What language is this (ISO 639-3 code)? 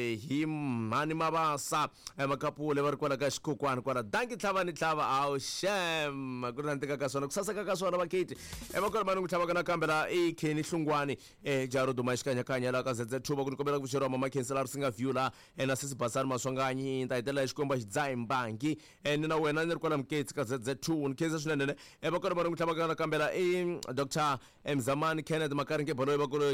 tso